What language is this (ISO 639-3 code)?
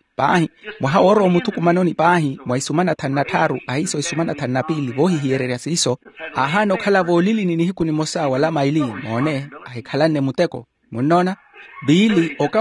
vmw